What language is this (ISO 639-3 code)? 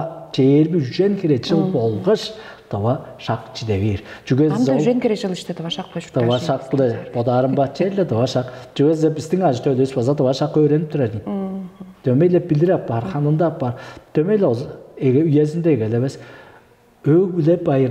tyv